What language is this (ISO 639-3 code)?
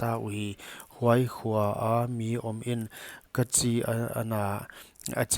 pck